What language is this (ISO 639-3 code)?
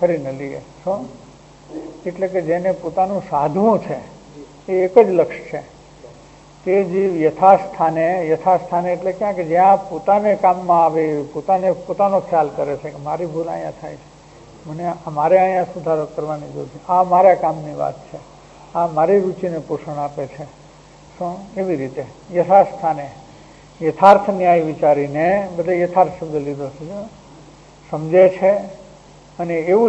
guj